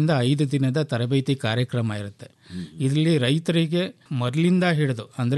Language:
Kannada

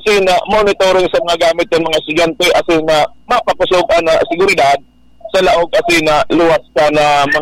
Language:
Bikol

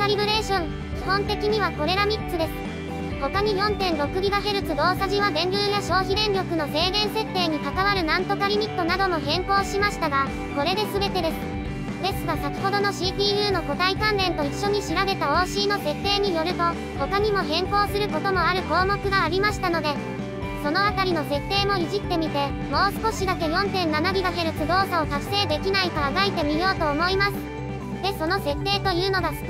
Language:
Japanese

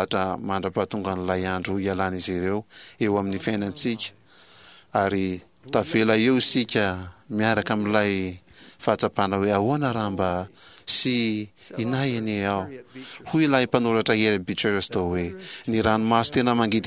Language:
Malagasy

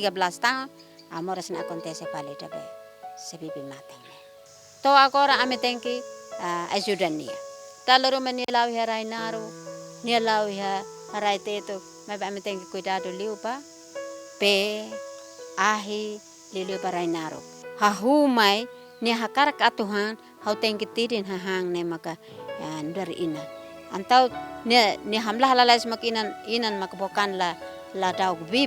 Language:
Tetum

